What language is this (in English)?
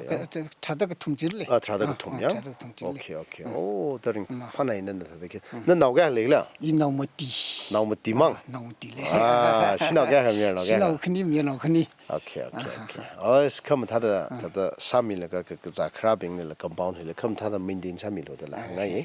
Tangkhul Naga (India)